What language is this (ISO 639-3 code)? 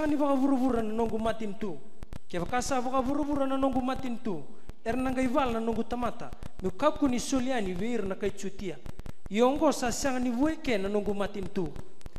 fij